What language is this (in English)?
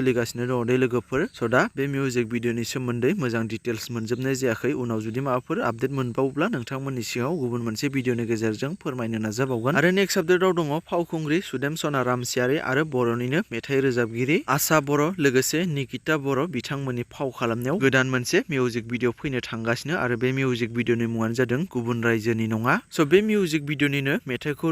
Bodo